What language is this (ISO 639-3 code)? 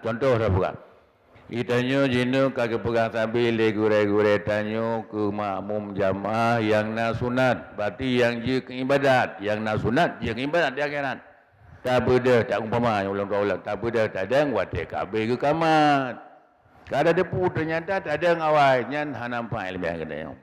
ace